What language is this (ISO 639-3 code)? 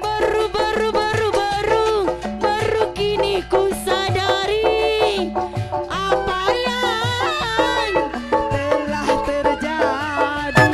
bew